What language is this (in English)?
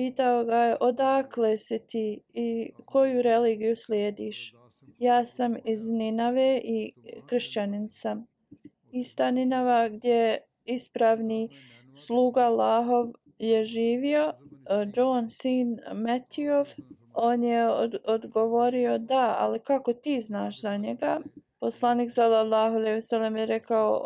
Bosnian